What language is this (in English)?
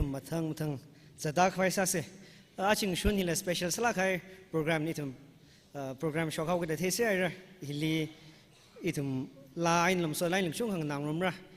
Tangkhul Naga (India)